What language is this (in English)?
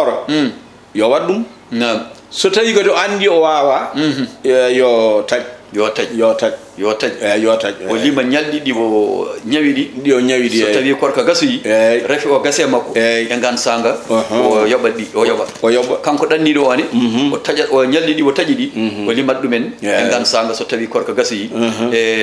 Fula